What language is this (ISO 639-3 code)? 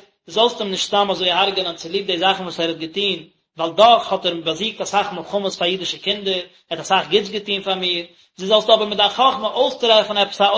yid